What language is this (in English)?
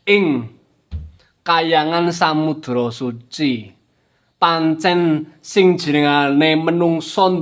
Javanese